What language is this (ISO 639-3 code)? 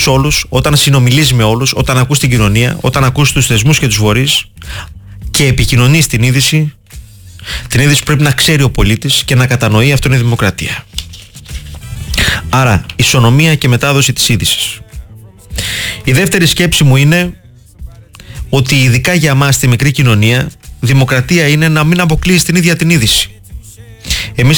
ell